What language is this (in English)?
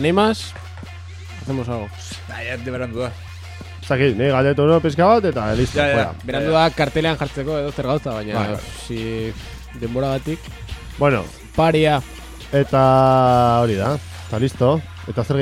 Basque